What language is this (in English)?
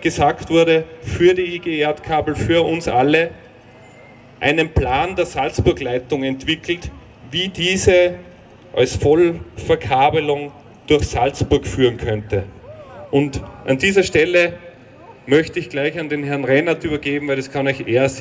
German